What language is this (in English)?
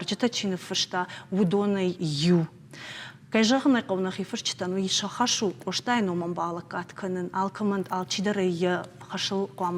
Ossetic